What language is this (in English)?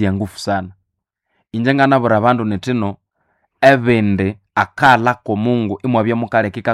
Nande